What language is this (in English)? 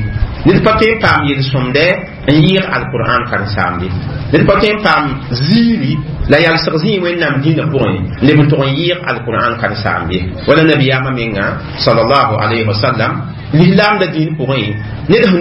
Mossi